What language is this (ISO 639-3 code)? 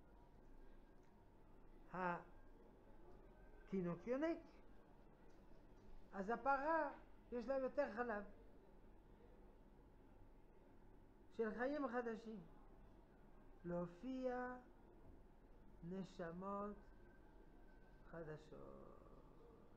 heb